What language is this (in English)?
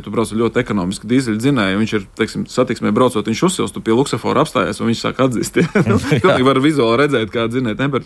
Latvian